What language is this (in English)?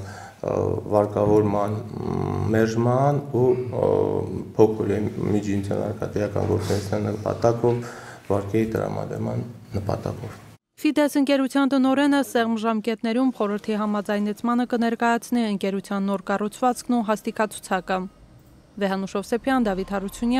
Armenian